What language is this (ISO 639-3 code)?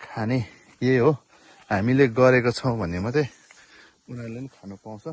nep